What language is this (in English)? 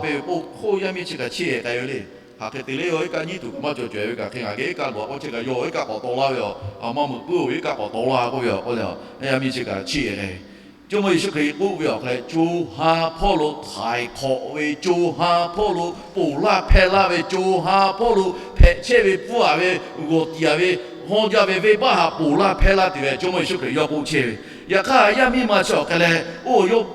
Lahu